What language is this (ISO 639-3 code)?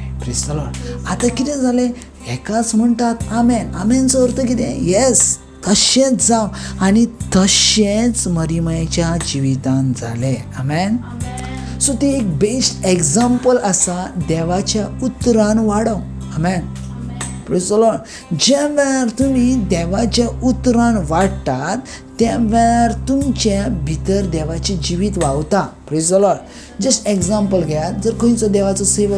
kok